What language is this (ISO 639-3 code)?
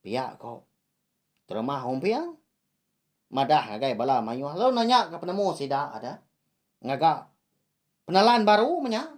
iba